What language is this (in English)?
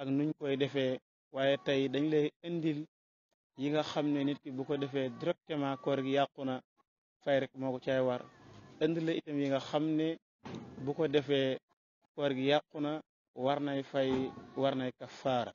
Wolof